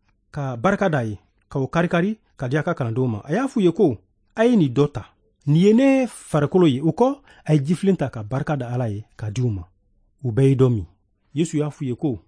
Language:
Bambara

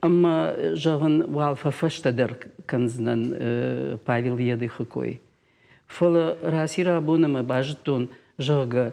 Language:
Ossetic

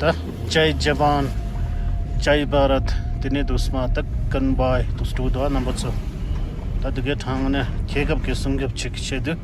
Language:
Tibetan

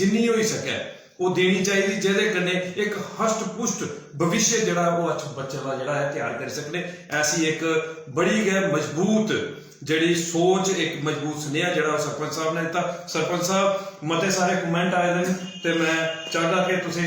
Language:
Dogri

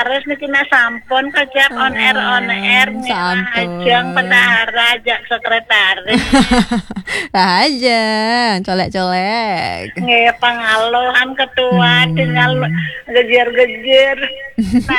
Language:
Balinese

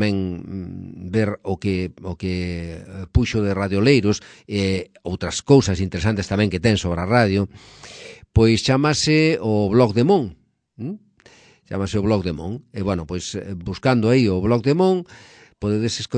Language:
Galician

